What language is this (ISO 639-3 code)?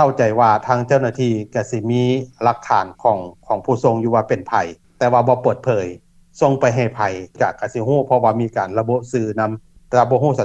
lao